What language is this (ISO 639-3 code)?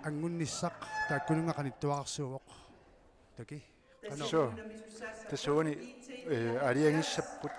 kal